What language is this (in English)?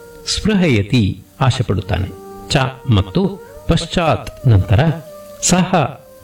Kannada